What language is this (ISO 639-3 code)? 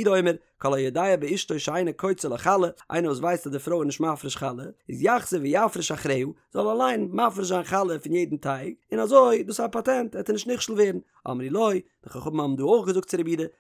yid